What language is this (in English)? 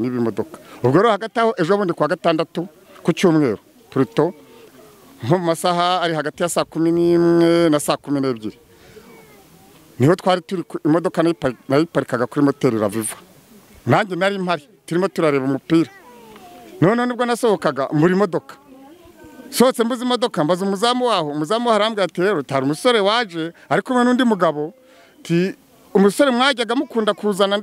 Kinyarwanda